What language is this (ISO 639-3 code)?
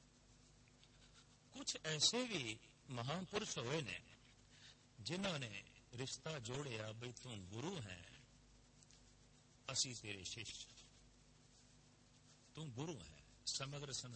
pan